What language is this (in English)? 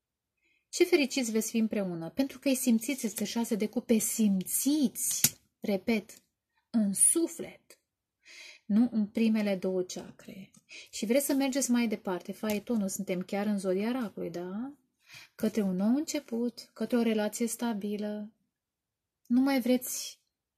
Romanian